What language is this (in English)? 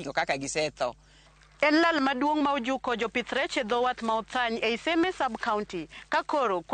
Luo (Kenya and Tanzania)